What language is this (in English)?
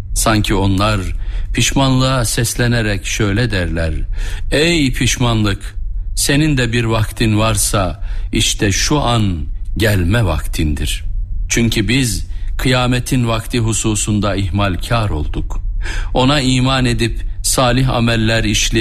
Turkish